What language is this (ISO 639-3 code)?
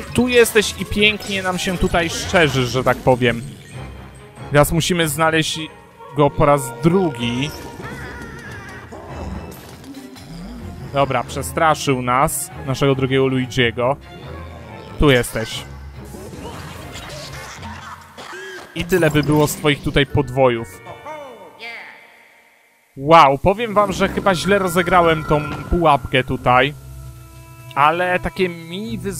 pol